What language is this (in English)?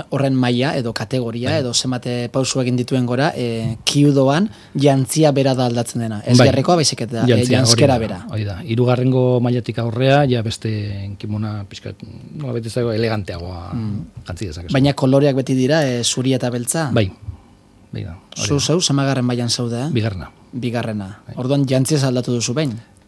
Basque